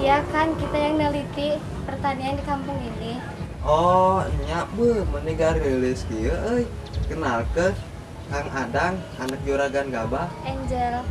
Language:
Sundanese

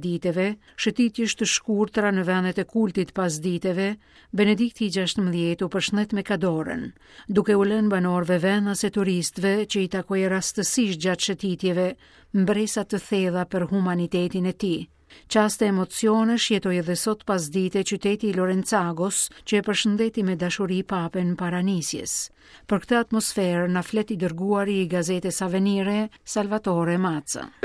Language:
Albanian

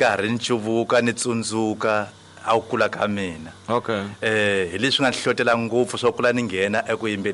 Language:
Tsonga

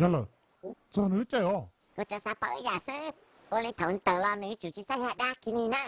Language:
Hmong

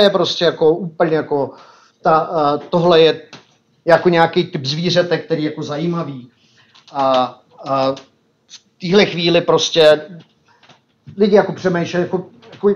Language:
Czech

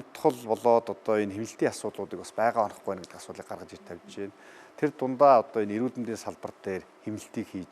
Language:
Mongolian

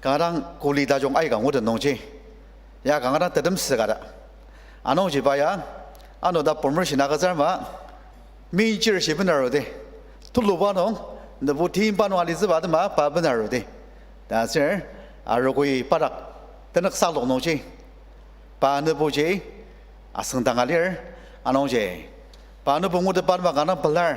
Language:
Ao Naga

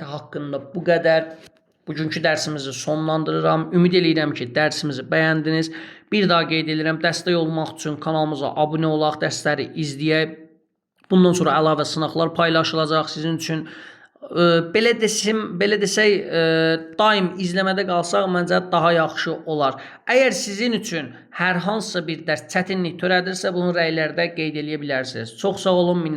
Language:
Azerbaijani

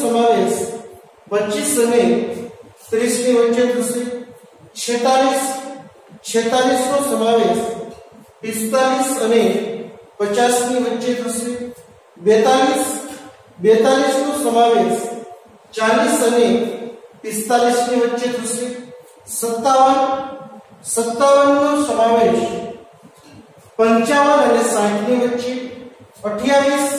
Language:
Gujarati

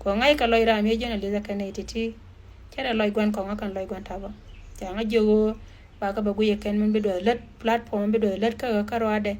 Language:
Nuer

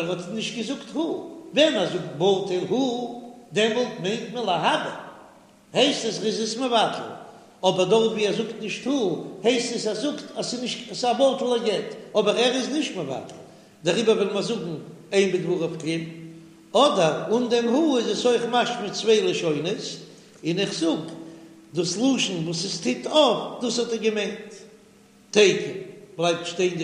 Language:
Yiddish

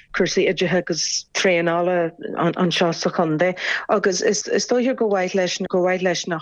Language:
Irish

